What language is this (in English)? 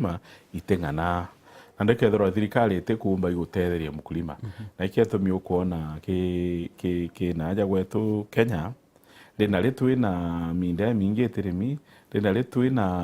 Meru